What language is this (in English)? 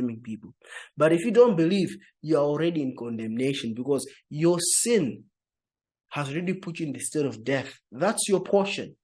English